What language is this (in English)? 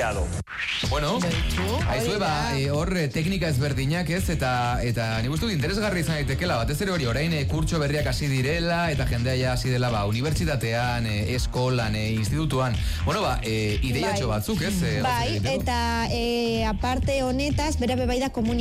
Basque